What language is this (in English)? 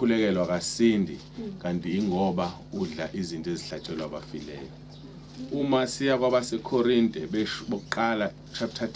Zulu